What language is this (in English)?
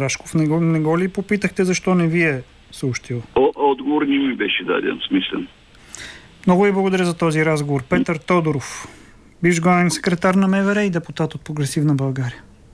Bulgarian